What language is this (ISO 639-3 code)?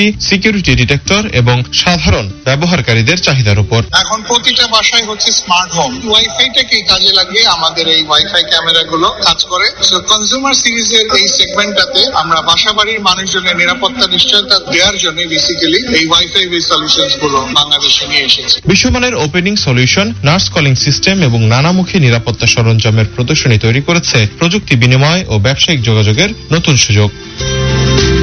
ben